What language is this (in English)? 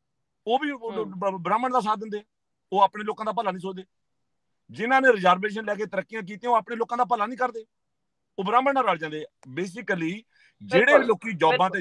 Punjabi